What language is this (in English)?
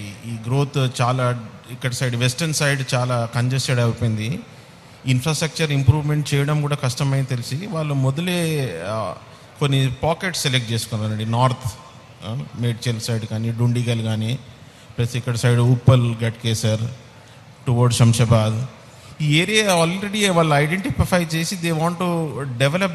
Telugu